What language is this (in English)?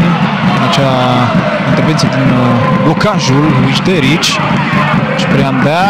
Romanian